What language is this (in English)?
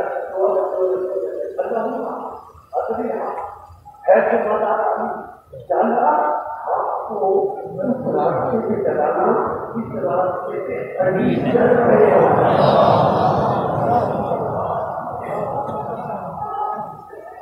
Urdu